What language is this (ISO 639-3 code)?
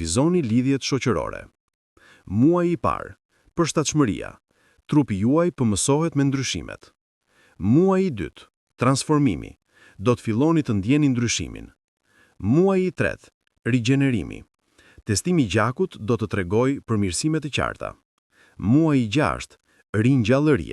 sqi